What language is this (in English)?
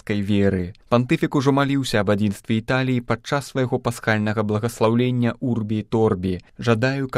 Belarusian